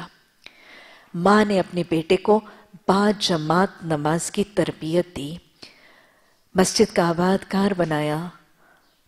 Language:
Urdu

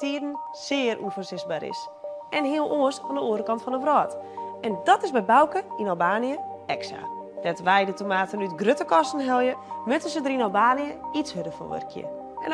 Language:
Western Frisian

